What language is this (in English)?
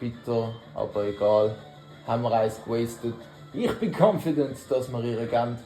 Swiss German